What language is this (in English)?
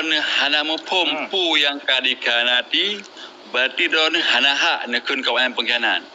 Achinese